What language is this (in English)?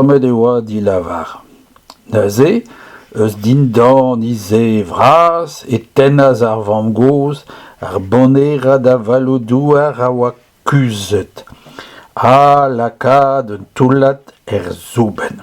Breton